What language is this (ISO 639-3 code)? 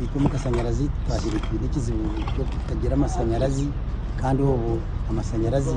nyn